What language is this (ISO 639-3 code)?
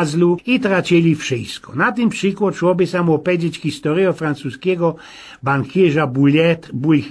szl